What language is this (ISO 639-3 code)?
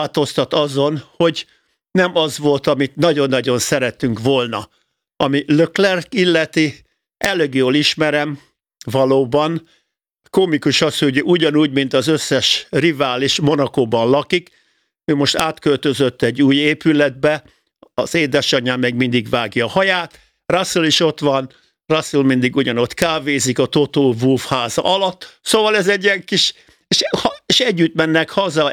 hun